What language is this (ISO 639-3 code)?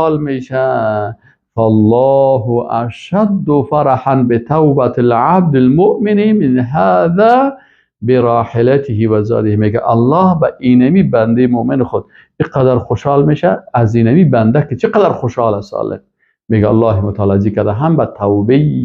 fas